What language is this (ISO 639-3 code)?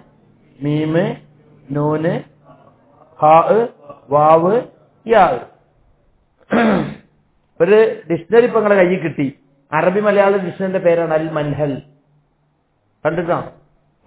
mal